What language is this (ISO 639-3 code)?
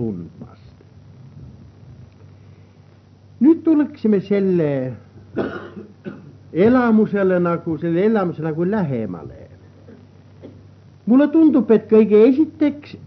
est